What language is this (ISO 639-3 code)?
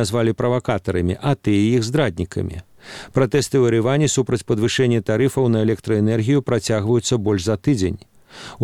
bel